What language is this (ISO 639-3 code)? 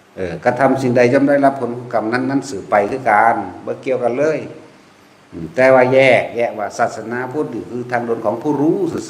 tts